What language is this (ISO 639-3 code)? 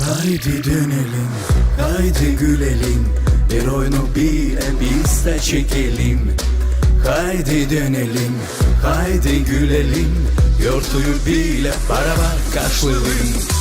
gag